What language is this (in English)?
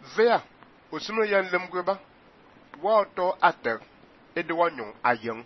Fang